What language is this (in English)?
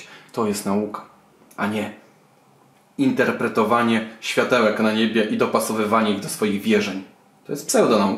Polish